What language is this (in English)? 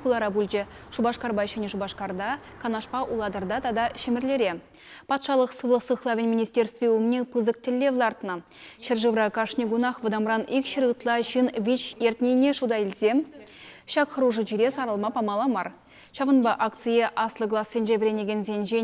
Chuvash